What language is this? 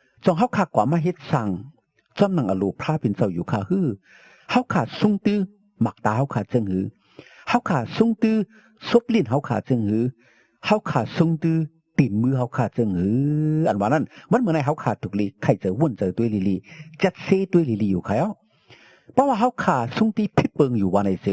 Shan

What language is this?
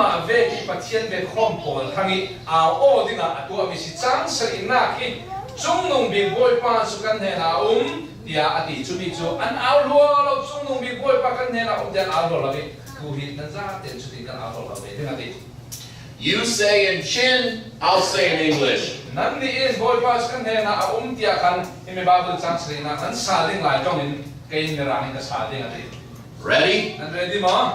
Falam Chin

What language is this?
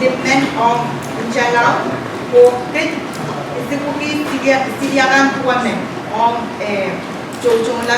Pohnpeian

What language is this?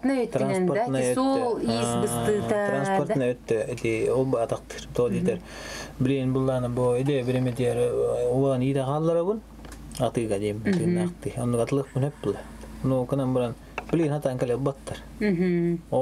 Yakut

